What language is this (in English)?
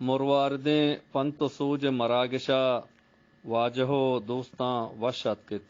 Eastern Balochi